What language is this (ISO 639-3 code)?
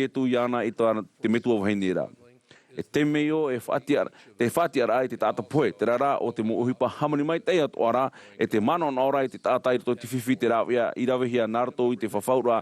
tah